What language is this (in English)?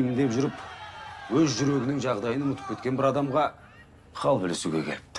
Kazakh